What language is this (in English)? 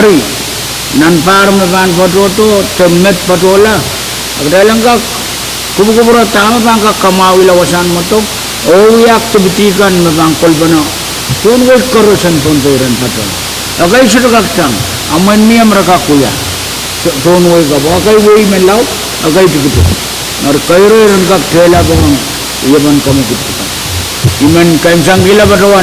Pohnpeian